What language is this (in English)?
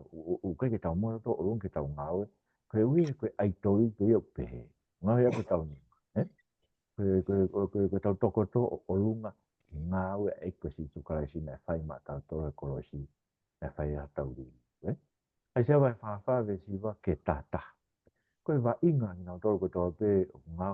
Tongan